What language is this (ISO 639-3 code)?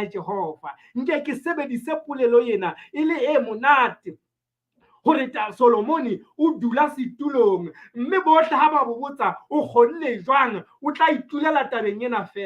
sot